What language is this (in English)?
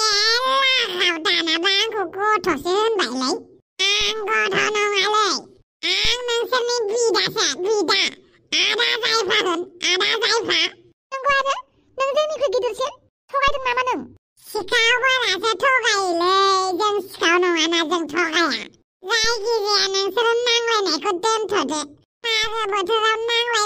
Bodo